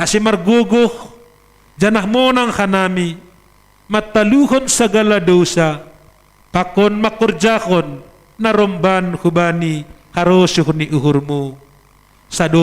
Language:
Batak Simalungun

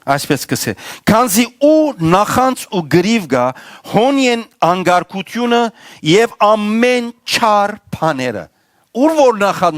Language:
Western Armenian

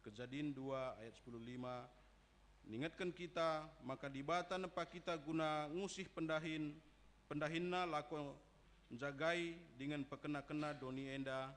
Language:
Batak Karo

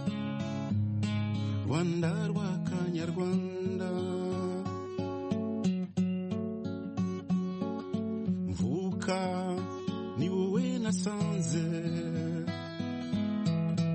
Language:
Kinyarwanda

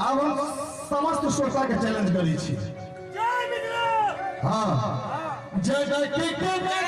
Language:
Maithili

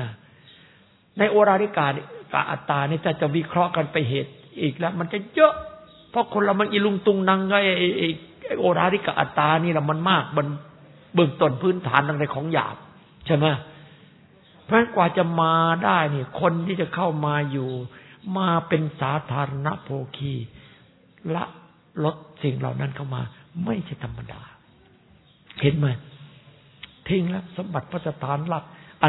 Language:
Thai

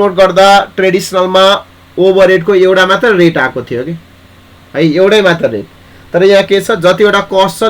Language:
Nepali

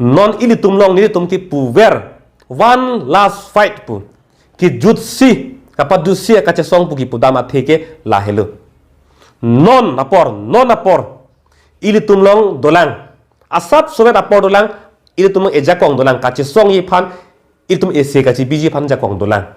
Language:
Karbi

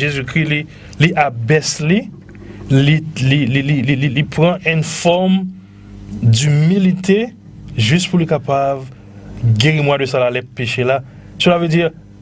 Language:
Morisyen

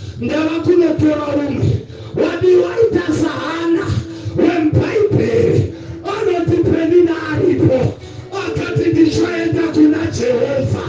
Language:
Shona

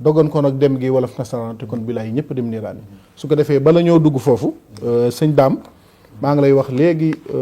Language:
Wolof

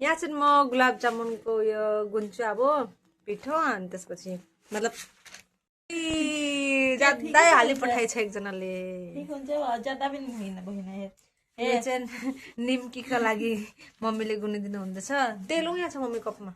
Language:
Nepali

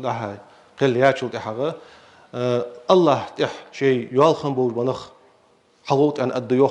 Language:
Ingush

